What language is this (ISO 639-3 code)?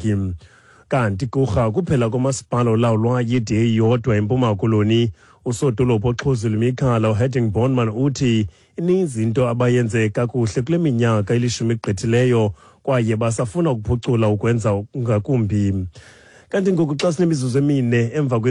xho